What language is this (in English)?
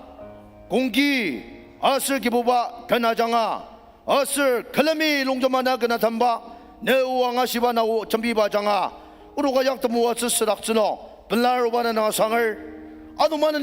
Ao Naga